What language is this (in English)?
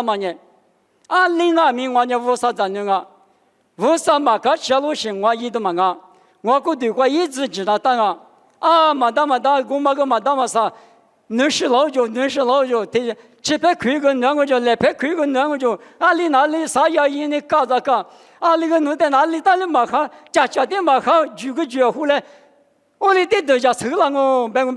Lisu